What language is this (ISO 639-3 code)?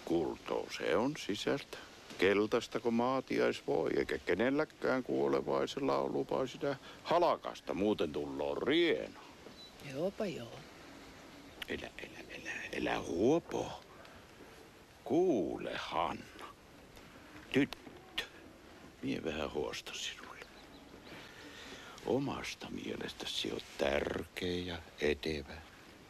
fin